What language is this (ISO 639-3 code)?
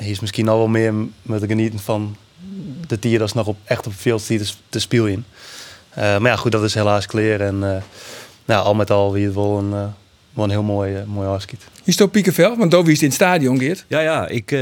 fry